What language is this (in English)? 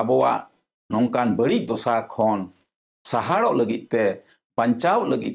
Santali